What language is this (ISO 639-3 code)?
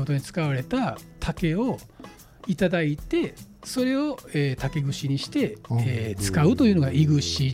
jpn